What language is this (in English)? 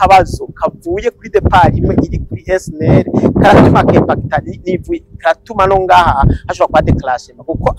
Rundi